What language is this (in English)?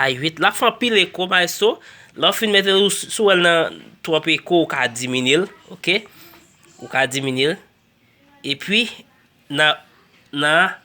Haitian Creole